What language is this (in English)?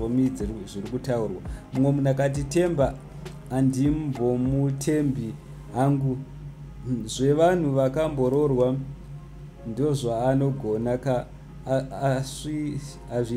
Shona